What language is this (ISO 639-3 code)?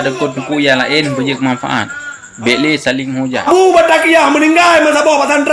ace